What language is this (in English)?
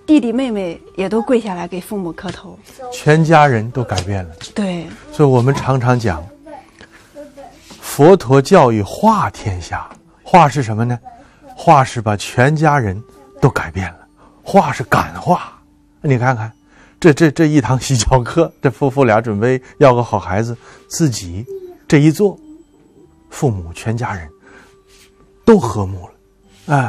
Chinese